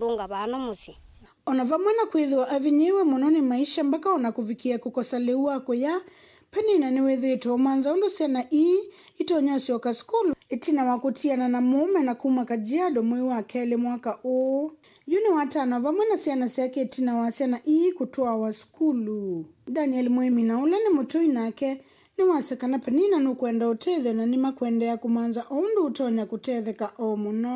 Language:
Kamba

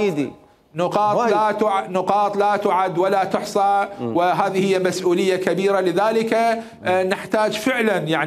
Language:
Mesopotamian Arabic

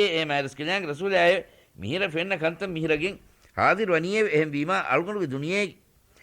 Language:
Divehi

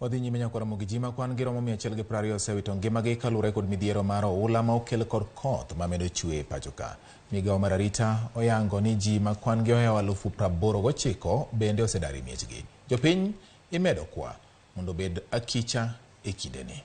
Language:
Luo (Kenya and Tanzania)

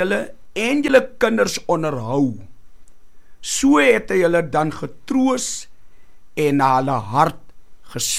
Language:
Afrikaans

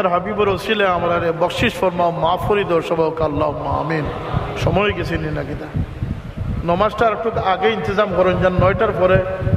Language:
Sylheti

